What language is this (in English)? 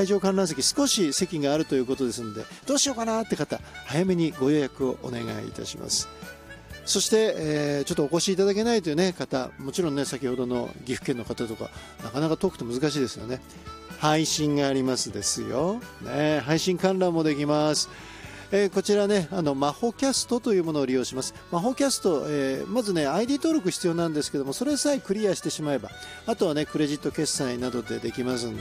Japanese